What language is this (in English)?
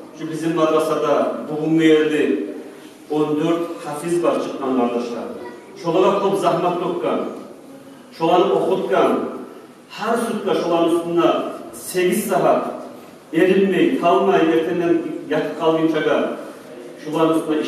Kumyk